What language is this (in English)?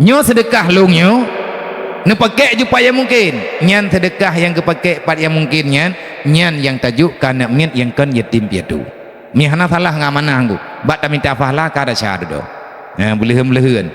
Achinese